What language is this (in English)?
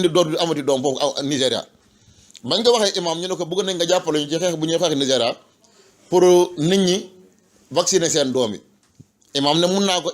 Wolof